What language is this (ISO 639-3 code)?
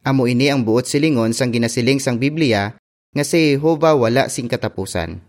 hil